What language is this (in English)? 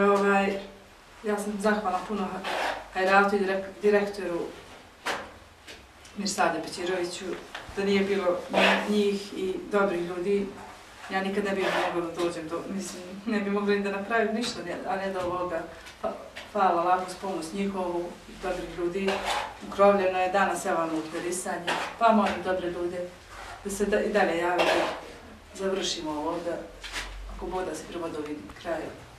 Bosnian